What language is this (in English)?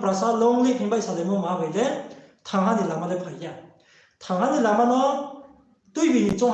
Riang (India)